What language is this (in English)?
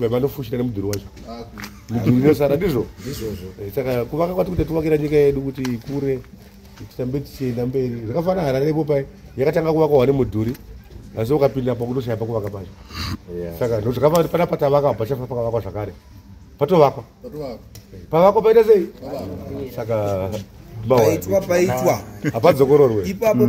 Shona